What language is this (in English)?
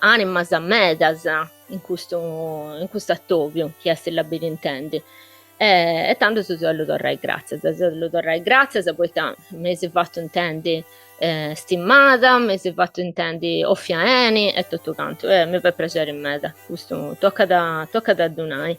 Sardinian